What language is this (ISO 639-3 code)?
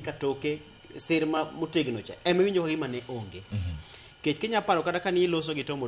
luo